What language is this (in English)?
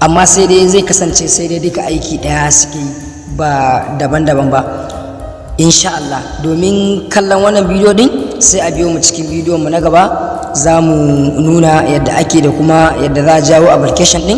Hausa